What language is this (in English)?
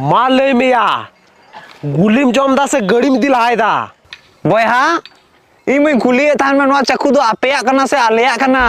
Santali